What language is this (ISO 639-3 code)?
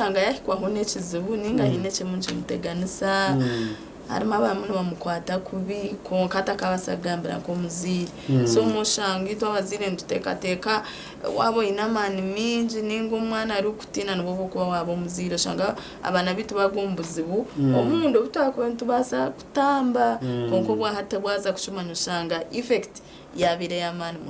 nyn